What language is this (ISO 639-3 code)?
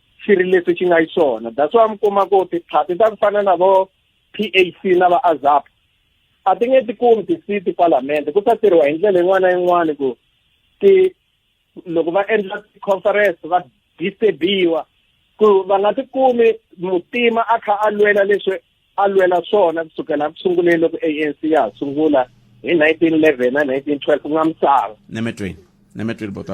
tso